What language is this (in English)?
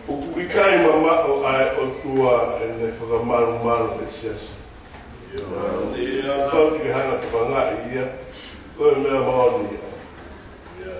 Tongan